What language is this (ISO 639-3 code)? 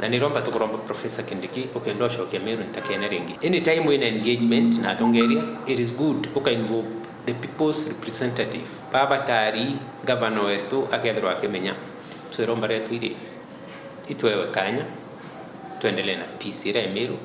mer